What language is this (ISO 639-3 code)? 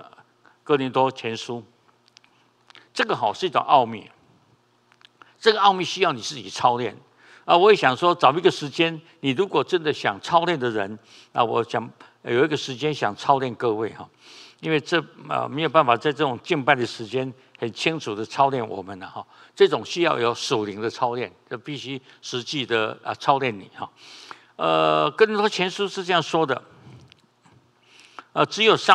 zho